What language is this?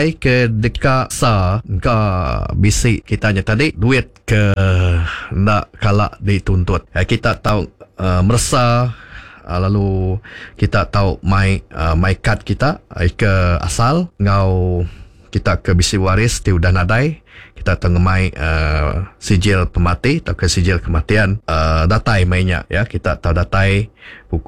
Iban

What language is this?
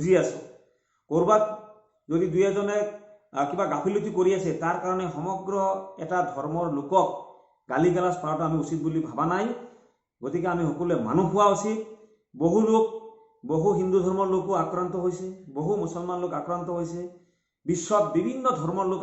Assamese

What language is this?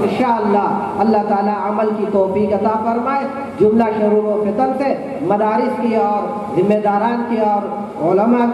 Urdu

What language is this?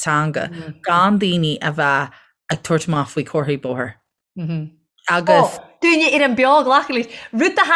Irish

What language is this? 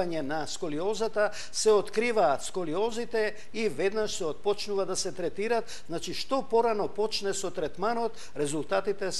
Macedonian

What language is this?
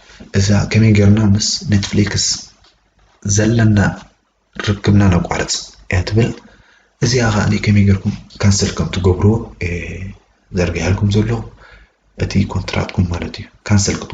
Tigrinya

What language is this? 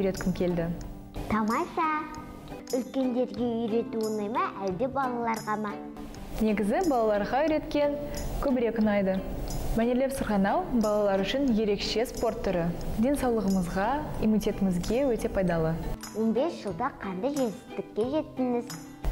Kazakh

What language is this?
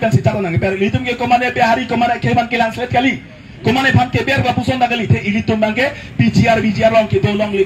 Karbi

